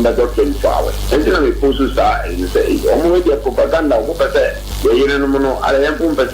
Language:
Akan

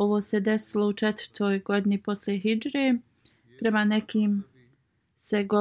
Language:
Bosnian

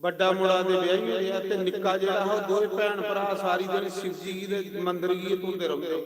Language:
Dogri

